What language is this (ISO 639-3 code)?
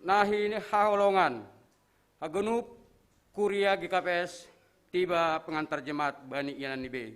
bts